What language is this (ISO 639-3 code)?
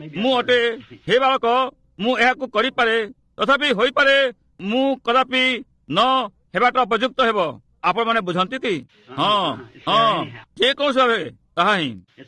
ori